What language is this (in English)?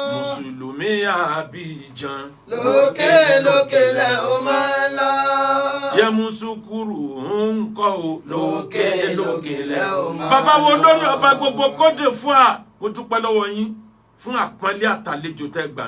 Yoruba